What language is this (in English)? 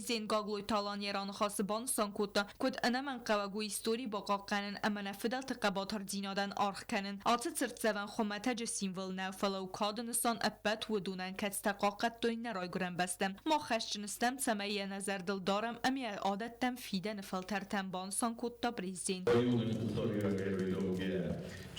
Ossetic